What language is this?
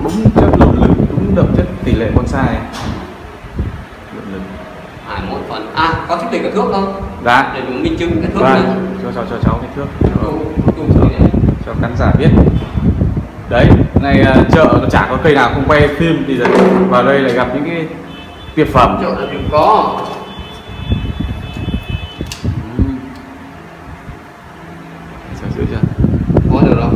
Vietnamese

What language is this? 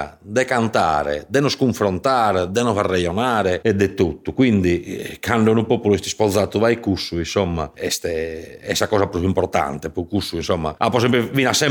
Sardinian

